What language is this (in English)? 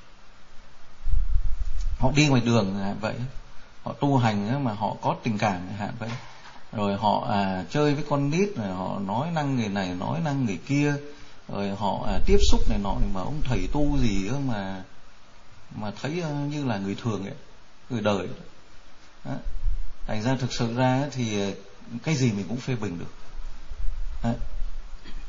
Vietnamese